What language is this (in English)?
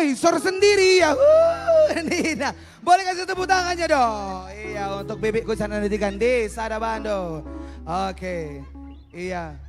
Batak Karo